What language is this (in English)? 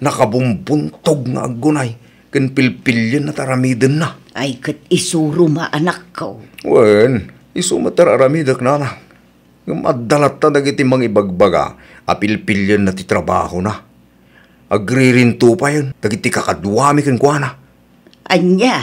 Iloko